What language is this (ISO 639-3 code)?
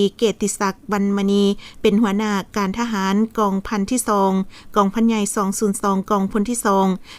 lao